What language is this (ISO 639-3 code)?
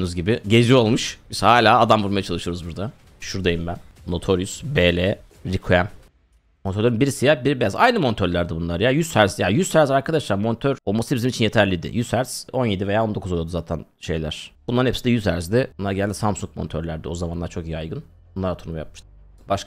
tur